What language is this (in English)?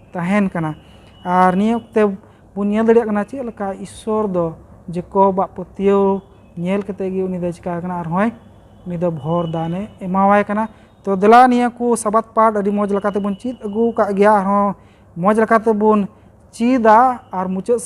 Santali